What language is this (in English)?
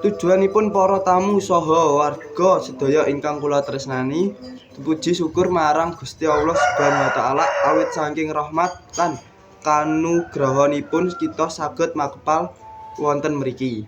Javanese